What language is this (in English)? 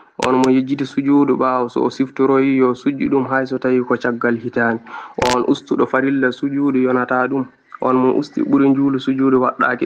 Fula